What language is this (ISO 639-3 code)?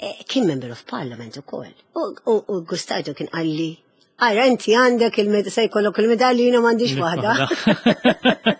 mlt